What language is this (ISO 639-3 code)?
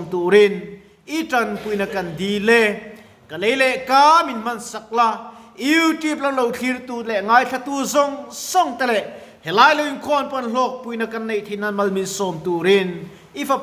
lus